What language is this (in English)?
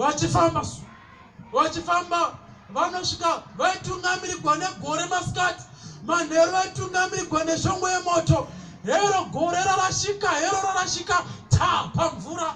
Shona